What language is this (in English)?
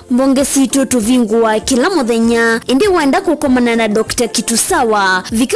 Kamba